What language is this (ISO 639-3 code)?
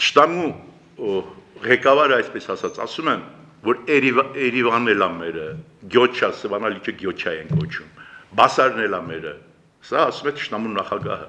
hye